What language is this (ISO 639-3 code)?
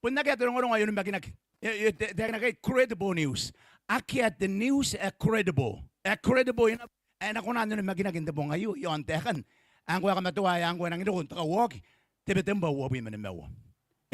gil